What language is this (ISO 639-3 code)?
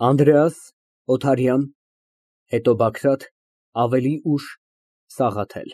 hye